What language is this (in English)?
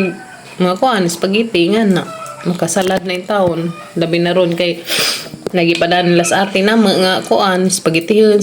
Cebuano